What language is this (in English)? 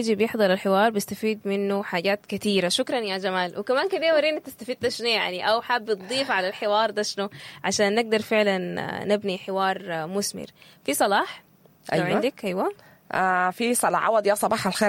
Sudanese Arabic